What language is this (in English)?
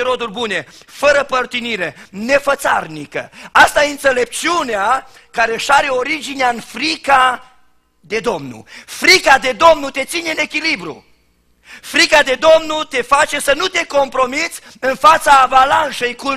Romanian